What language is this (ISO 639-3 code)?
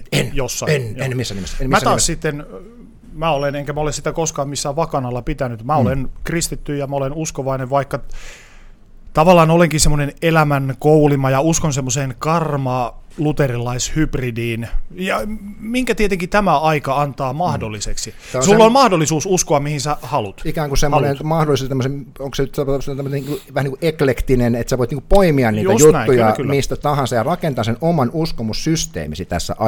fin